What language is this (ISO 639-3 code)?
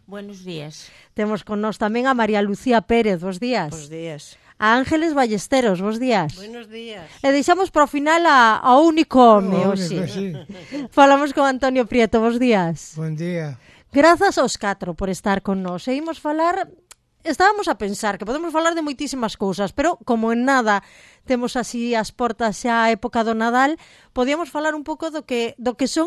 glg